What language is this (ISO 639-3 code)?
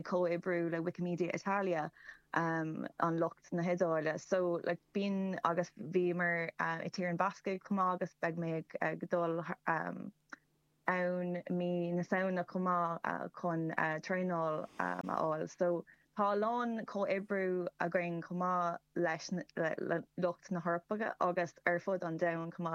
gle